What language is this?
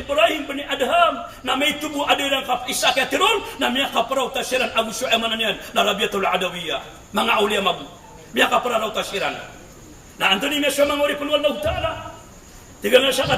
Maranao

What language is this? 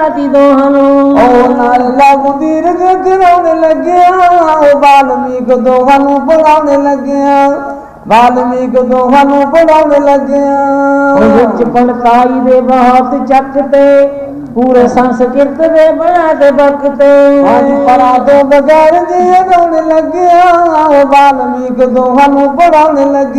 Punjabi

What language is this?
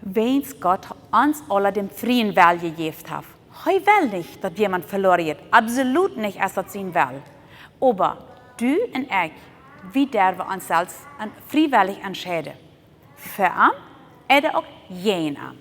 Plautdietsch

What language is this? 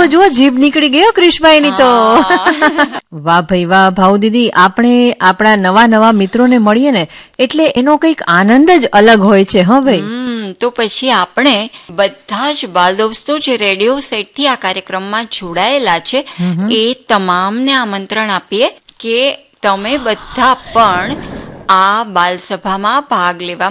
Gujarati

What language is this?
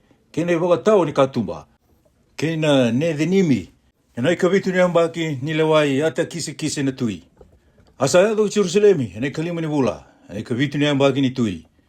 Fijian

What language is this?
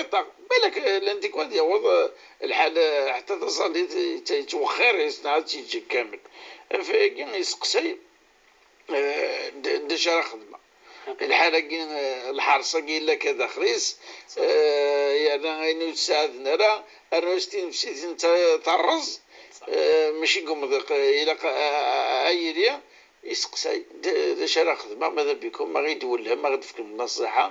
Kabyle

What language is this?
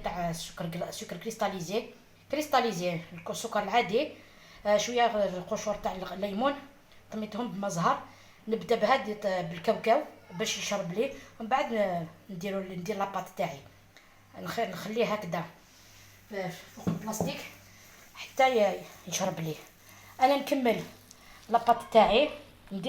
Algerian Arabic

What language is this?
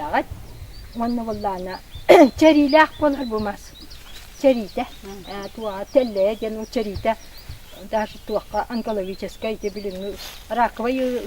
Yakut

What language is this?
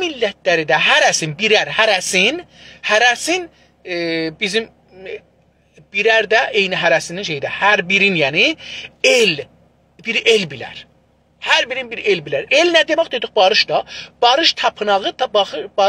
South Azerbaijani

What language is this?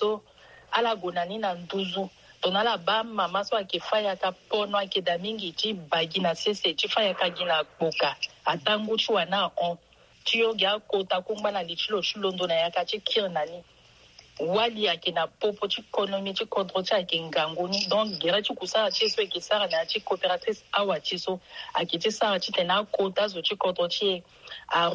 Sango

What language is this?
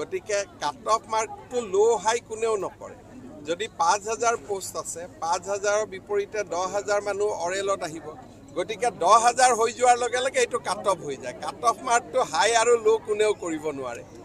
Assamese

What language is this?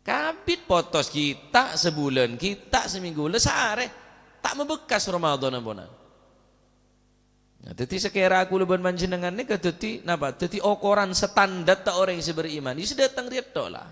Madurese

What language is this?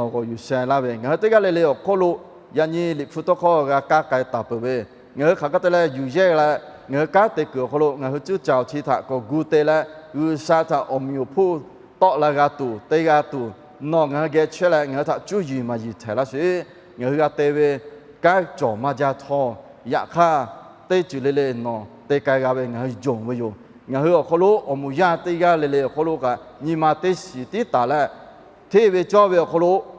Lahu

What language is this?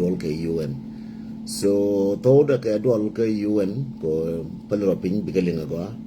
Nuer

